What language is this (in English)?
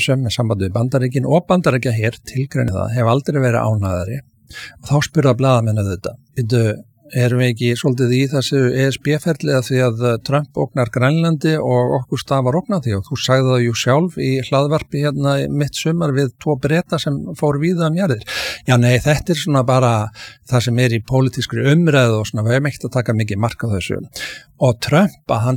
Icelandic